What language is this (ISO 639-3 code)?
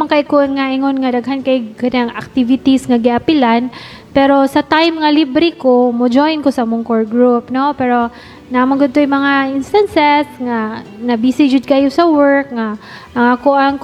ceb